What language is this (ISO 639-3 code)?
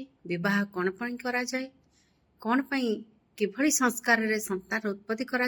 ori